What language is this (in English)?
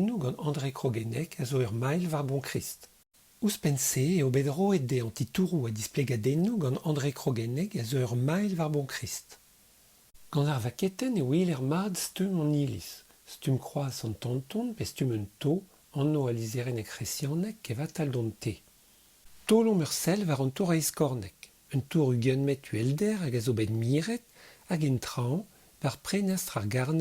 Breton